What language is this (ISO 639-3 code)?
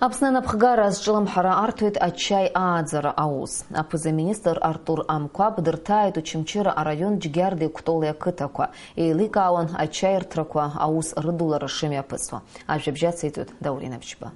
abk